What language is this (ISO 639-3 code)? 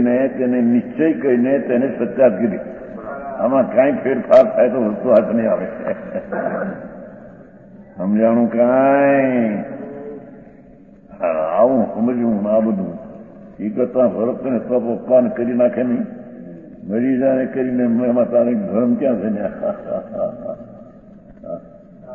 guj